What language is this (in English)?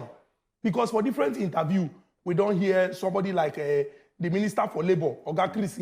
Nigerian Pidgin